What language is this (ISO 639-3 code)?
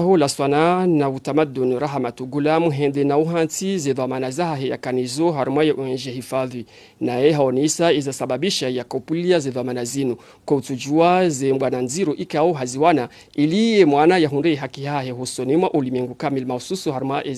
zdj